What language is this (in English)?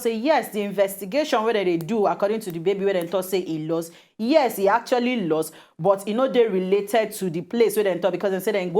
Nigerian Pidgin